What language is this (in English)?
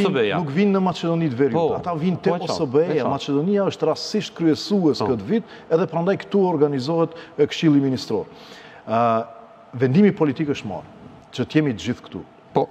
Macedonian